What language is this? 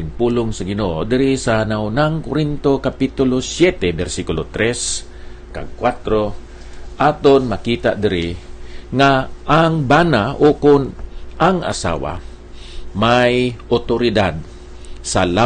Hiligaynon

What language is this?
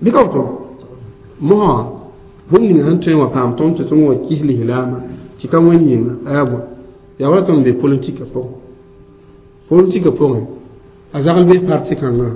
Mossi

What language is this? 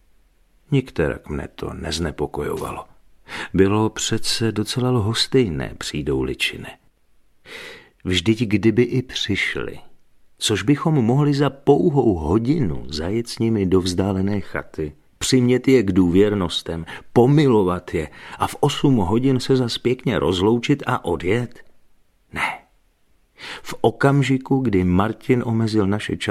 Czech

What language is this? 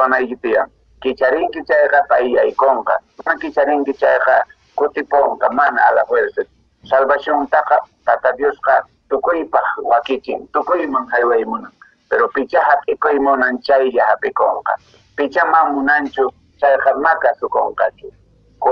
Quechua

